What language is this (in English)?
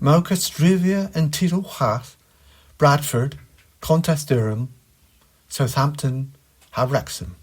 Cornish